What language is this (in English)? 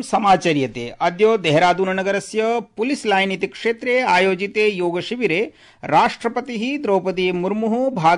Sanskrit